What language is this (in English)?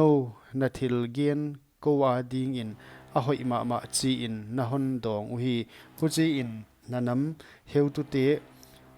Paite Chin